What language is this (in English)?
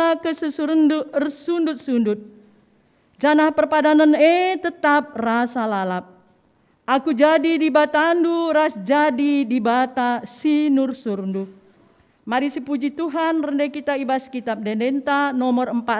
Batak Karo